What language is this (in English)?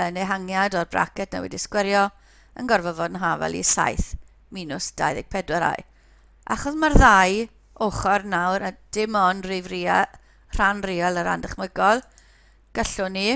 Welsh